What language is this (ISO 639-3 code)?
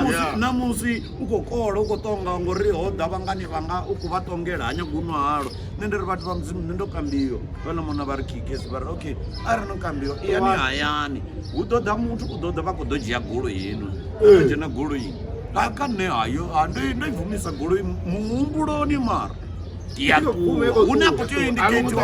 ven